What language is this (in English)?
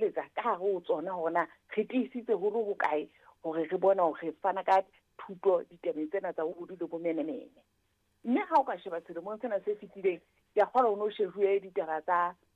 Southern Sotho